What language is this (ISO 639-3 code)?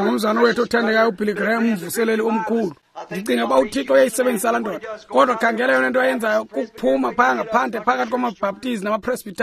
xho